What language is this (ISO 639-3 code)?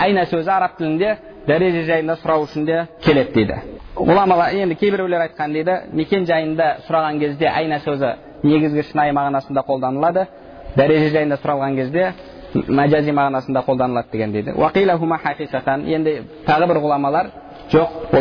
kaz